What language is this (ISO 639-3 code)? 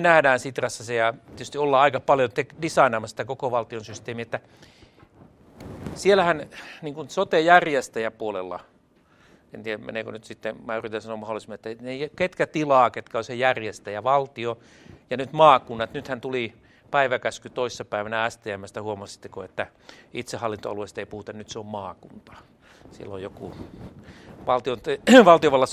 fin